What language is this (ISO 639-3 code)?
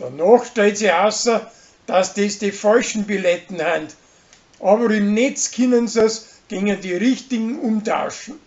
bar